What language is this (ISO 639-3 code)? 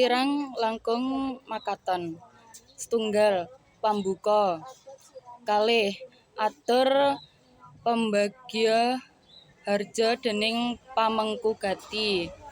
jav